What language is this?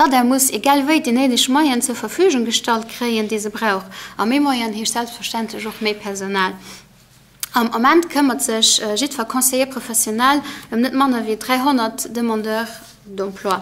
Luxembourgish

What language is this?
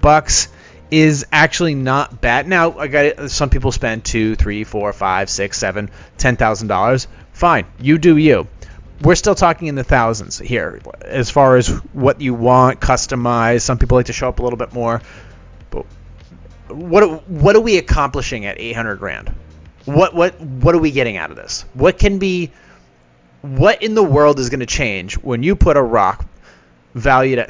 English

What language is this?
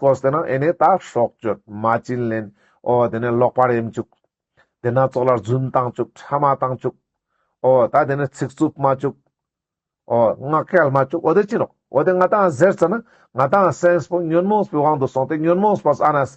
Ladakhi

